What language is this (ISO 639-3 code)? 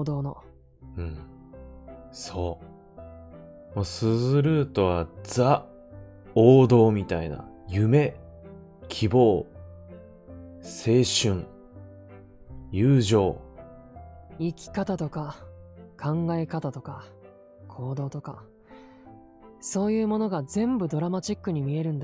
jpn